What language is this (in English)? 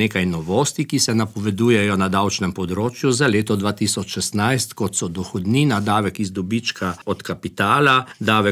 Slovenian